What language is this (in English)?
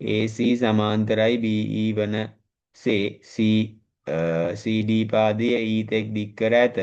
Sinhala